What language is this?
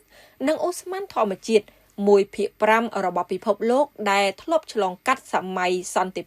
Khmer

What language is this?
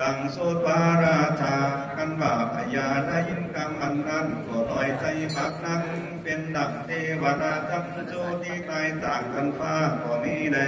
Lü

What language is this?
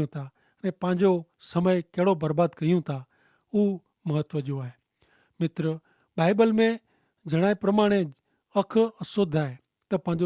Kachhi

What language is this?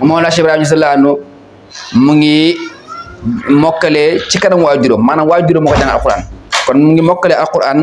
Wolof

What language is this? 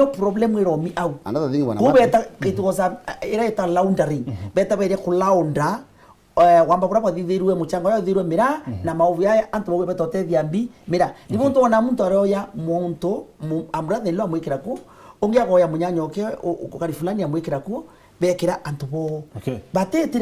Meru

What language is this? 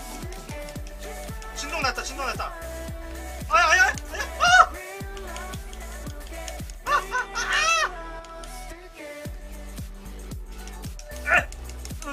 Korean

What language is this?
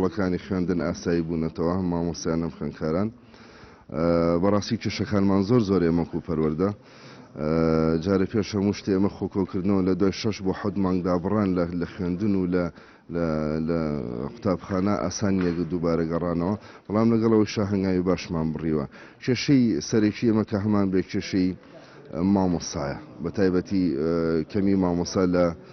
Central Kurdish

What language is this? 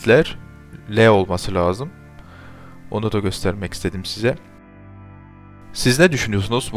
Turkish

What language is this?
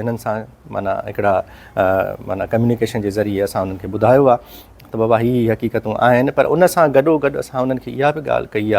Sindhi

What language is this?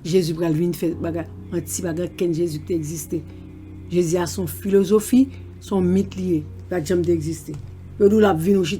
Haitian Creole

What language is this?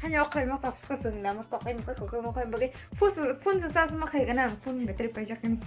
Kok Borok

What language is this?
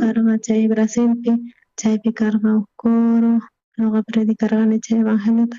South Bolivian Quechua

